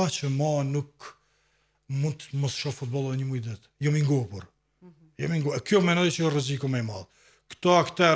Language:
Albanian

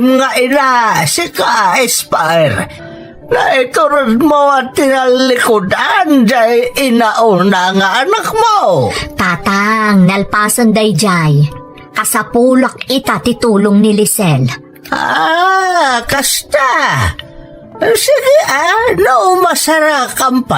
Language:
Iloko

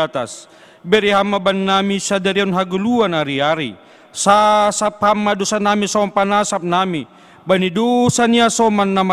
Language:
Batak Simalungun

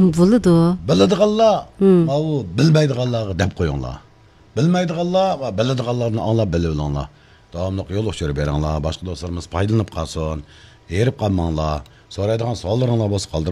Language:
Uyghur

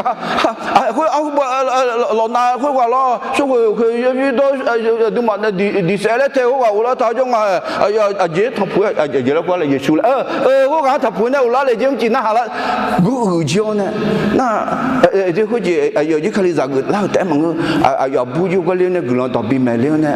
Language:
Akha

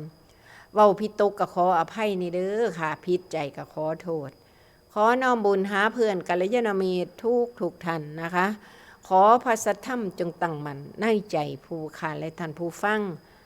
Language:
Northeastern Thai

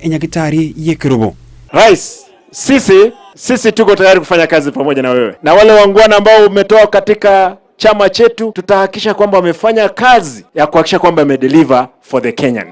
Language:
Gusii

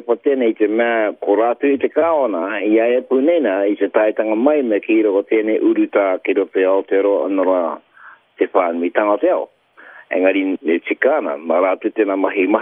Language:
Māori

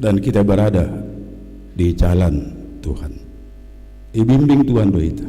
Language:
Batak Simalungun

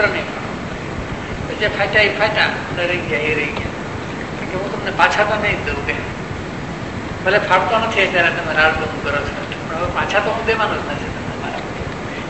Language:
Gujarati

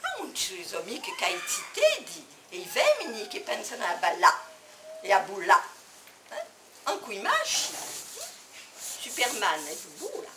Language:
Corsican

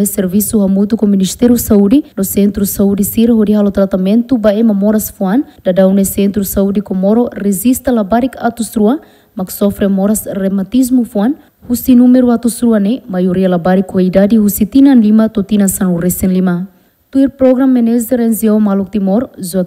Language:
Tetum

